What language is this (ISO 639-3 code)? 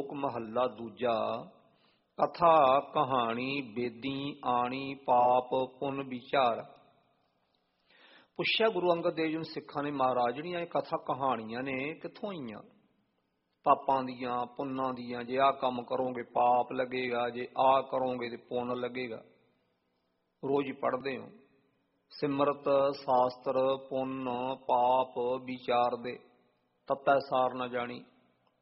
pan